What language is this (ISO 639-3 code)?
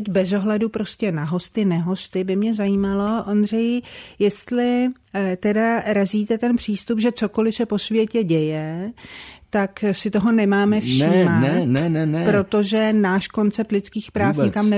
ces